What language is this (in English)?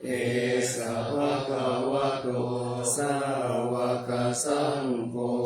Pali